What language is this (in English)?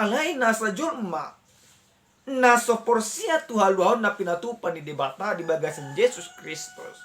Batak Toba